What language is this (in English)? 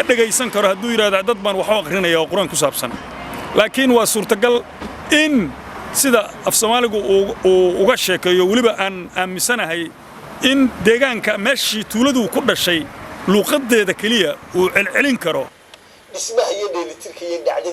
Somali